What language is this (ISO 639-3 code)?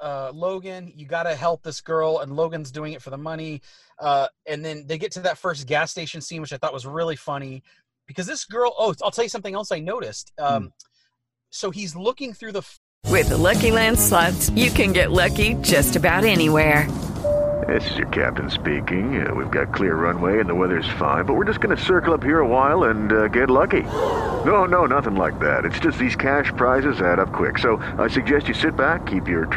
eng